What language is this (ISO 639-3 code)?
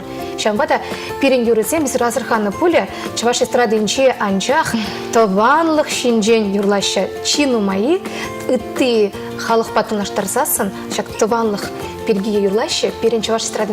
chv